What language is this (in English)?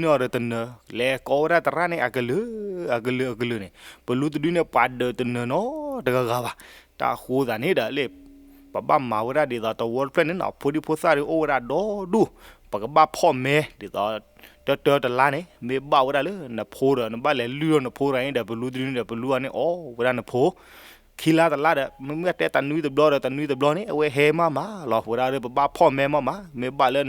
S'gaw Karen